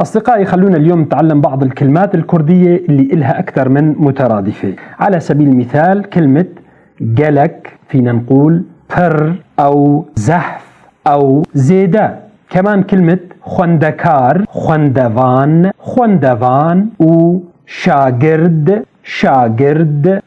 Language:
North Levantine Arabic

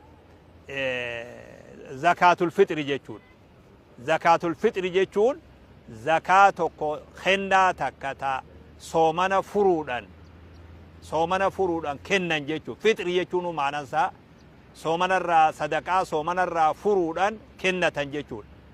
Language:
Oromo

